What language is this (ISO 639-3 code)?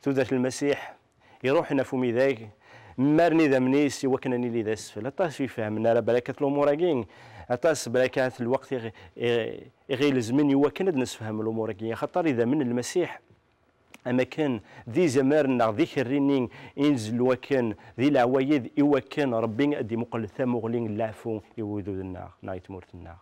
kab